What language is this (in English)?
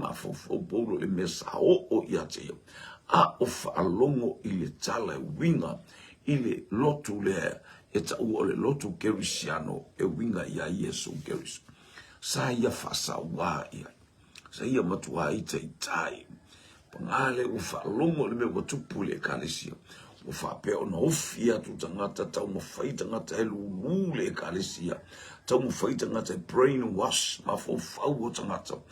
Samoan